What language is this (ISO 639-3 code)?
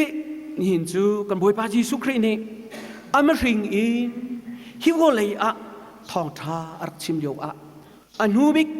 cnh